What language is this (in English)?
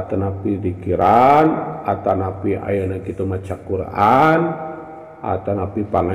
Sundanese